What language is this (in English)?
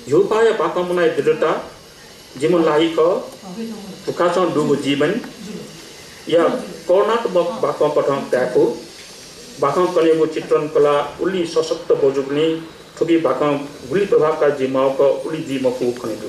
Newari